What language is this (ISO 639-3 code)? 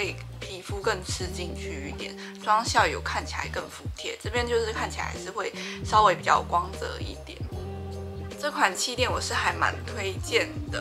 zho